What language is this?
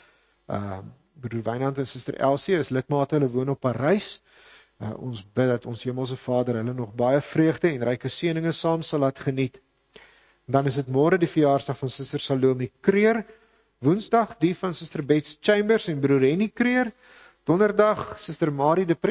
Afrikaans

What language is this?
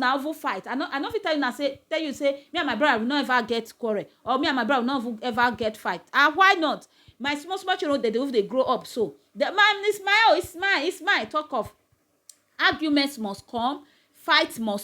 Nigerian Pidgin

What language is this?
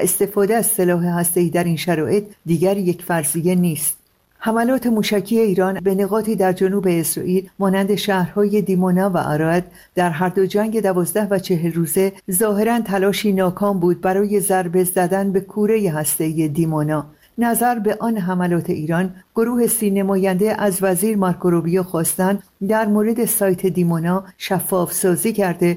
Persian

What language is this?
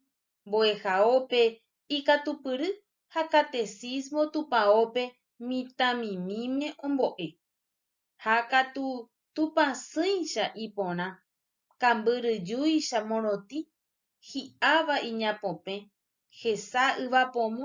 Guarani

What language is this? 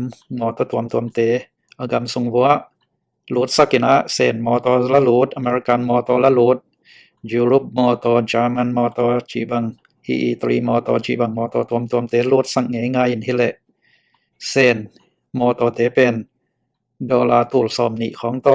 Tedim Chin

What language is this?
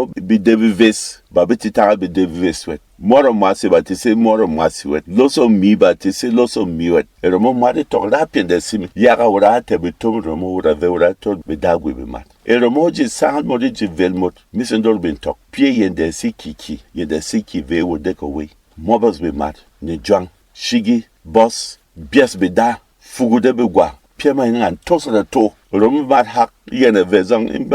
Berom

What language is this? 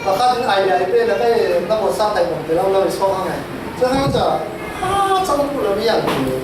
Falam Chin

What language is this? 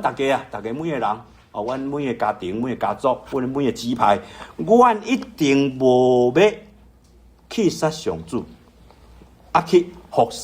Min Nan Chinese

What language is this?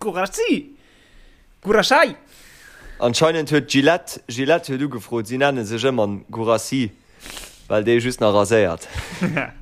Luxembourgish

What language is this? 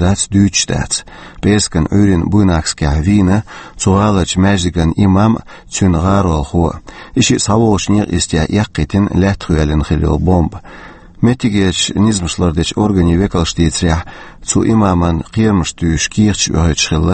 Chechen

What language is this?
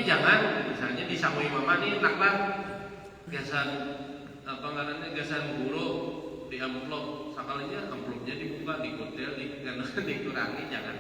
Banjar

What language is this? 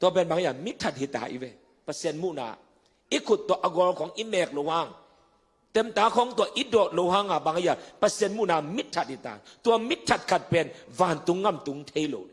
Tedim Chin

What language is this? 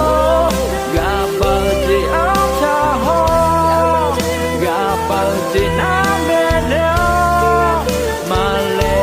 Akha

